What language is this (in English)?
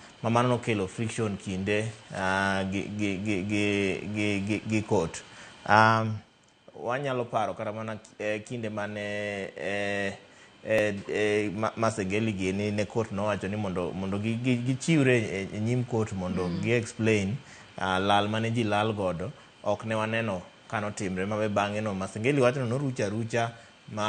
Luo (Kenya and Tanzania)